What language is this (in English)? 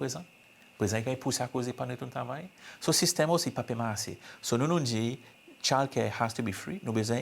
Seselwa Creole French